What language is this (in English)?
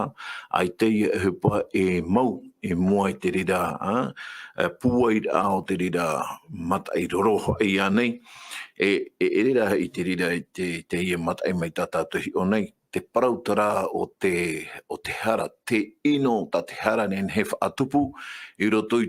Tahitian